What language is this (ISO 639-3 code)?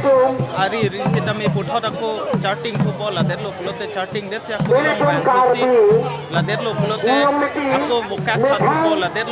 mjw